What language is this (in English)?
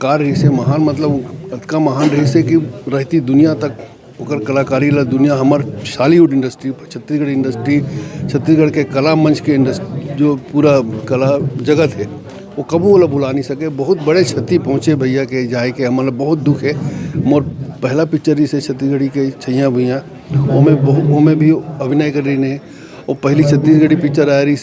Chhattisgarhi